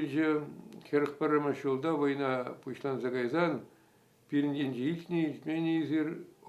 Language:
Chuvash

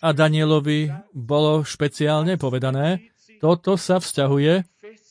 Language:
Slovak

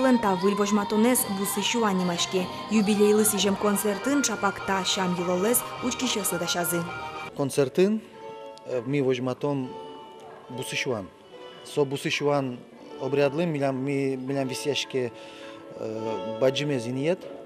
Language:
Udmurt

